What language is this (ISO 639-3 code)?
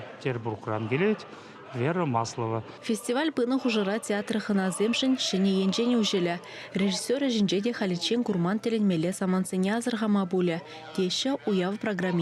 chv